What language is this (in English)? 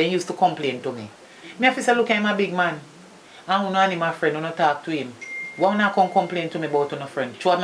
Jamaican Creole English